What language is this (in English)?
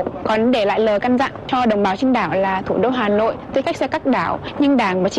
Vietnamese